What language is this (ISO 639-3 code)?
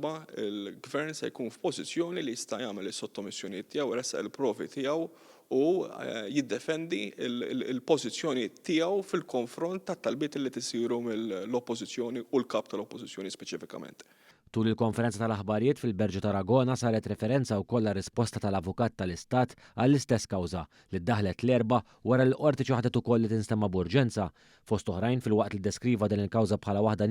mlt